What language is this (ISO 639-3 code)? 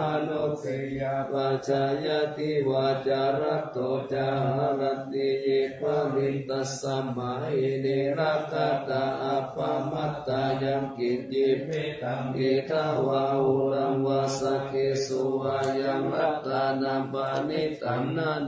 pli